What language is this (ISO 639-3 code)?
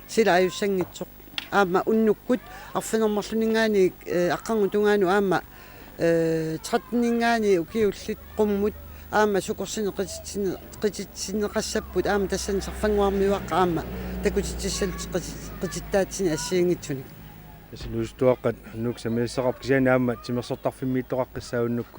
kal